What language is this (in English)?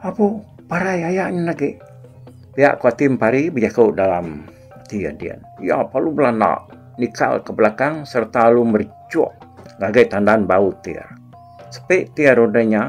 Iban